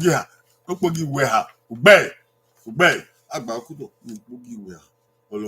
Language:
Bini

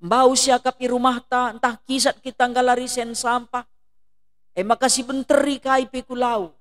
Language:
Batak Karo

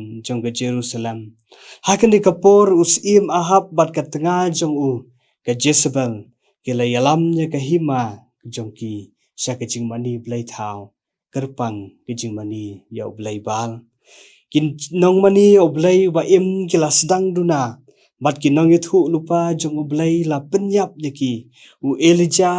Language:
Khasi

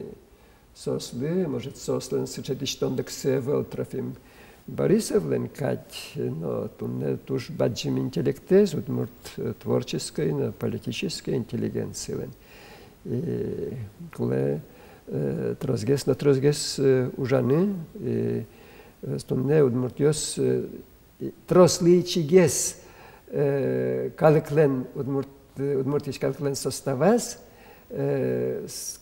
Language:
Udmurt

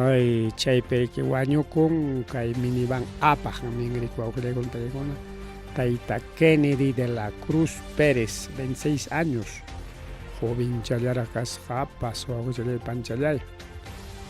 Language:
Ayacucho Quechua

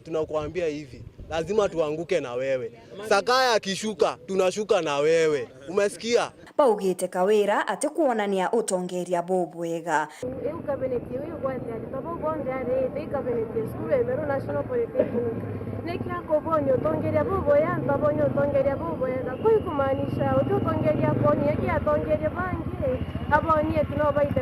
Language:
Meru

